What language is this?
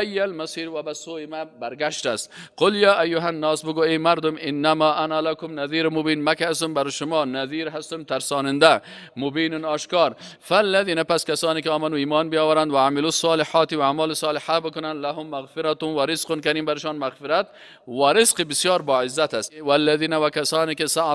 Persian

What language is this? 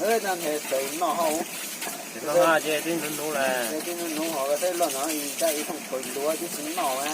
Hmong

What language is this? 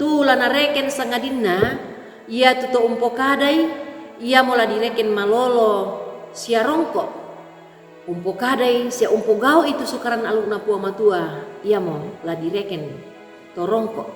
Toraja-Sa'dan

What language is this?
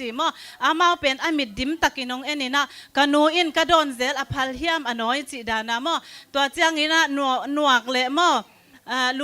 Tedim Chin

